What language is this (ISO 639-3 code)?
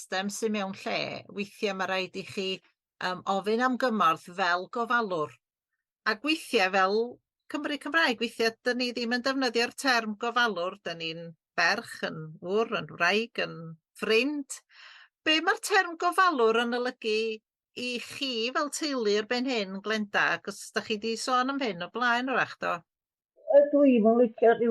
cym